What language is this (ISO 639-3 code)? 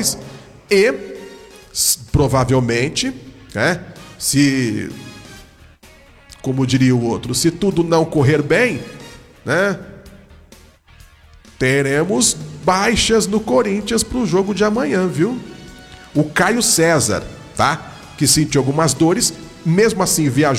por